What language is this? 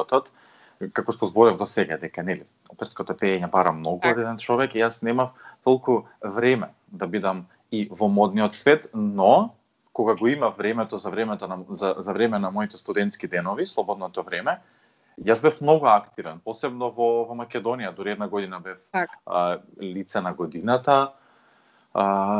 Macedonian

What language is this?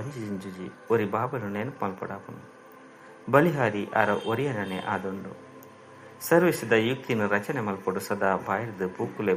Tulu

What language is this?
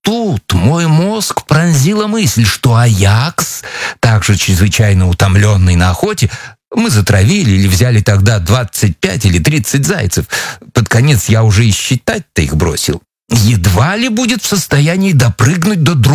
Russian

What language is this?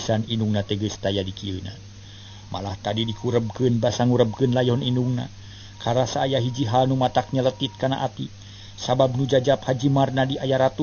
Sundanese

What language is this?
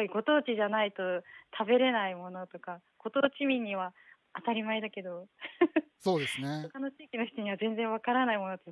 Japanese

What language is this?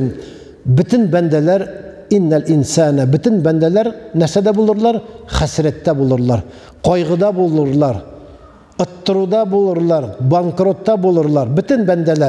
Tatar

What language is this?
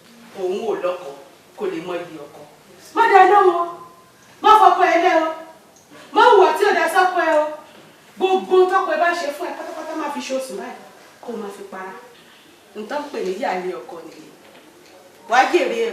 Yoruba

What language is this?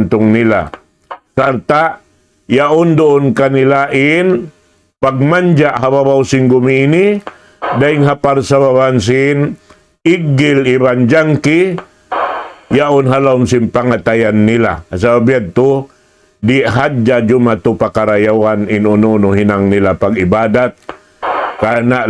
Tausug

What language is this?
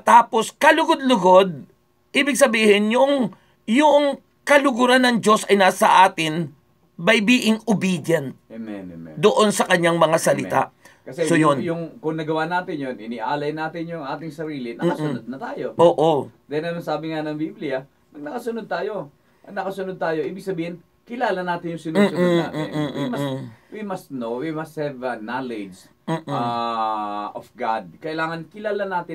Filipino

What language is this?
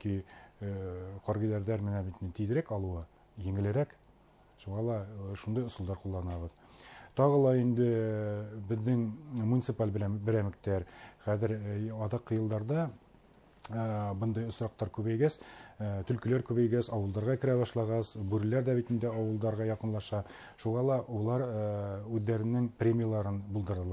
Bashkir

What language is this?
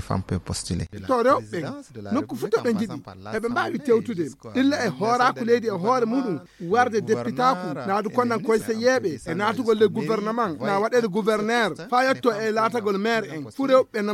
Fula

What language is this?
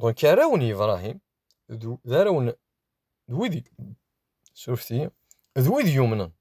Kabyle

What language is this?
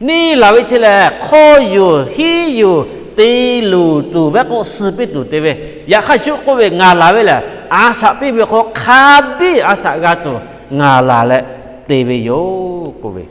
Lahu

